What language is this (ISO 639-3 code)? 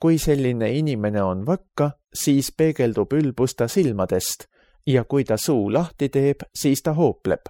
est